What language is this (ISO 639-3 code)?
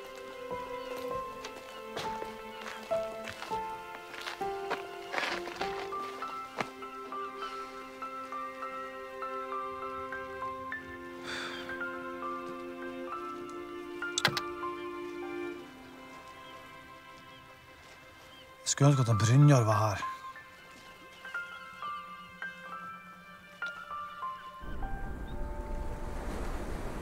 nor